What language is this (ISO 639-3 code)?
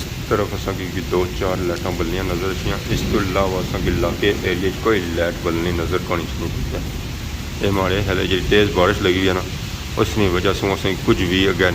phr